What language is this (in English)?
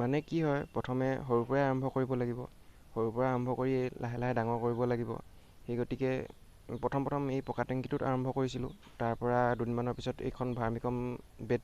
Assamese